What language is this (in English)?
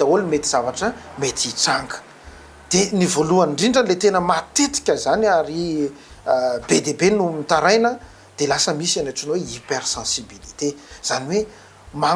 Malagasy